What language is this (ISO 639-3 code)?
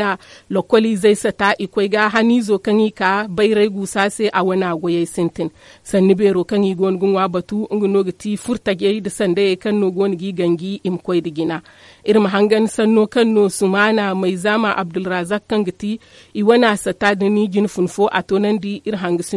dje